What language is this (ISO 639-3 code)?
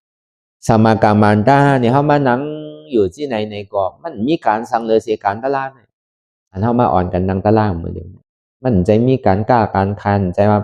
shn